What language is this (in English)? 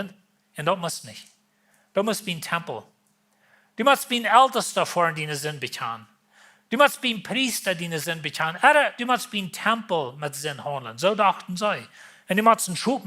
Plautdietsch